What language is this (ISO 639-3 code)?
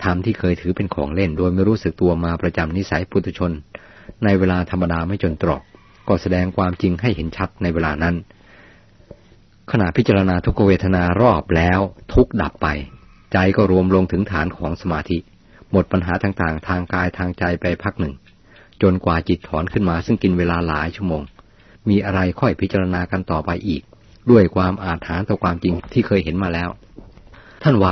tha